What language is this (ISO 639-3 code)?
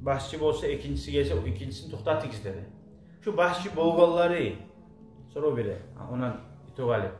kum